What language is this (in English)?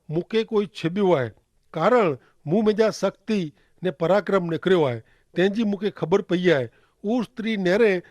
Kachhi